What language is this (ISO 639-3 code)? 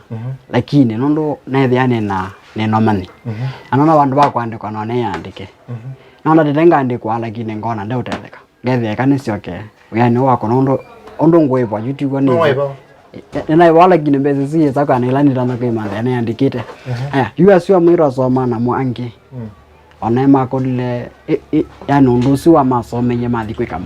kam